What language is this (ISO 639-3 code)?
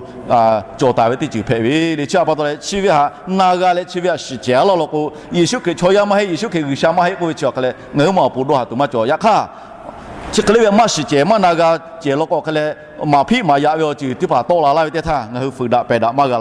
lhu